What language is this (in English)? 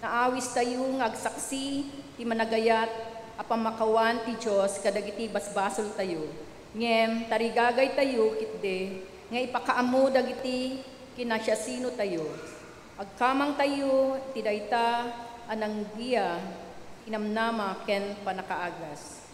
Iloko